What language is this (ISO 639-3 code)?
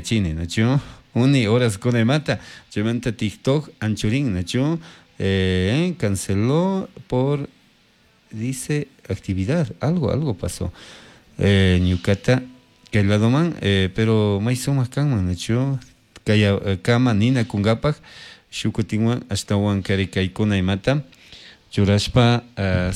qug